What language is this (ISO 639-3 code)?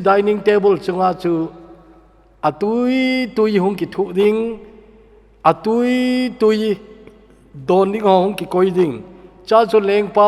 tcz